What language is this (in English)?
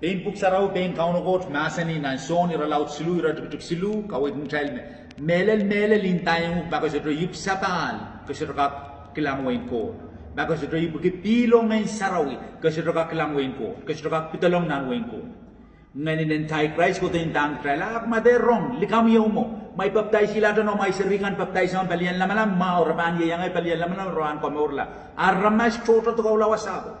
Pohnpeian